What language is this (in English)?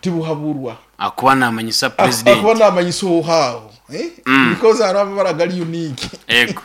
Nyankole